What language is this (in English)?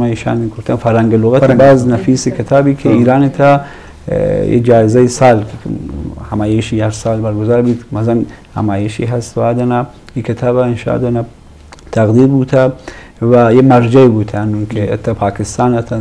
Eastern Balochi